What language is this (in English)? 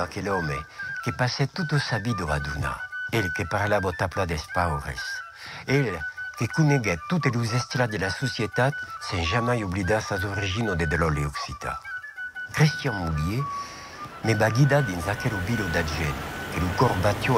Occitan